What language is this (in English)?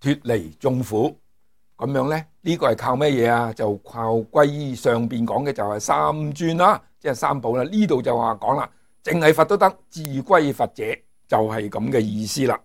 Cantonese